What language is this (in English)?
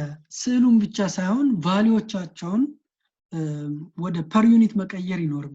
Amharic